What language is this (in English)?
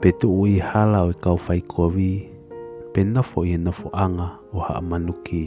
Tongan